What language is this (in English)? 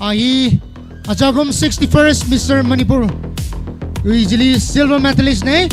Tangkhul Naga (India)